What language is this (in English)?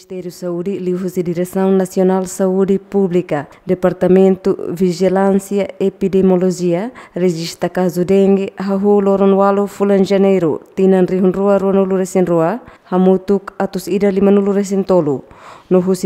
Tetum